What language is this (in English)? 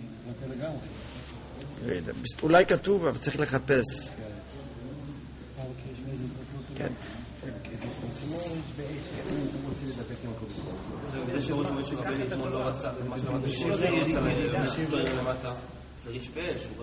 Hebrew